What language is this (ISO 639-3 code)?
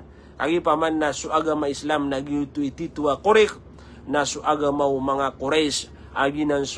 mrw